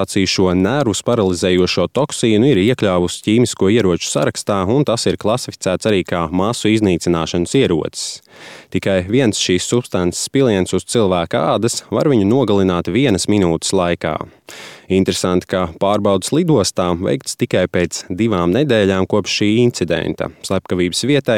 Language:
Latvian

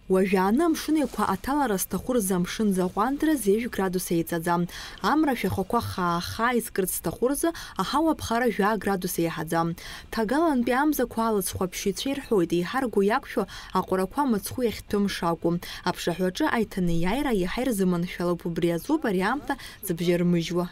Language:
Abkhazian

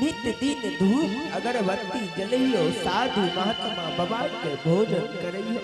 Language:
Angika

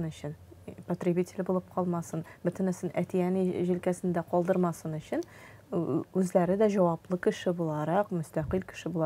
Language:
Tatar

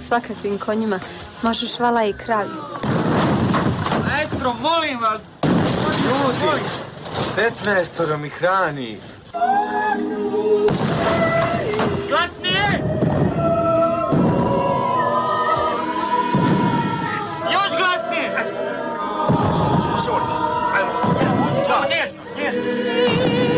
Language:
Bosnian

